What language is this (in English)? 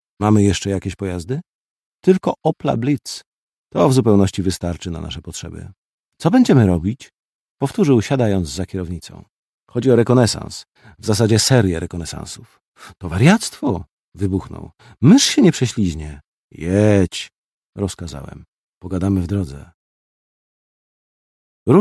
Polish